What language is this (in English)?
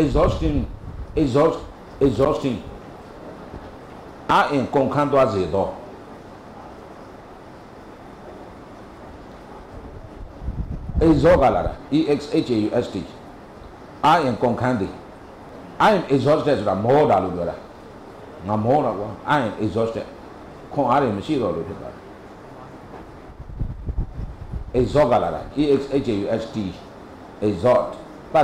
Burmese